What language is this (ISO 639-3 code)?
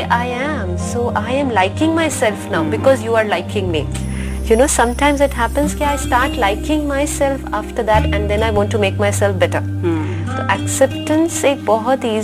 hin